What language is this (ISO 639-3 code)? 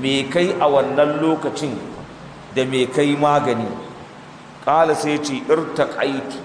hau